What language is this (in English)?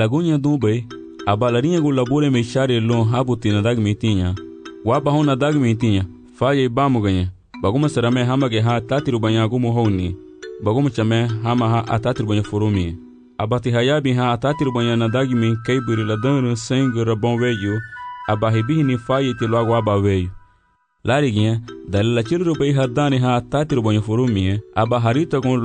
Garifuna